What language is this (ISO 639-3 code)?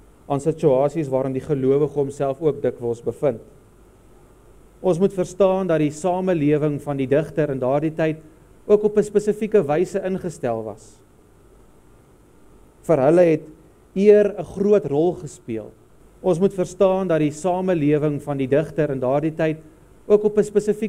afr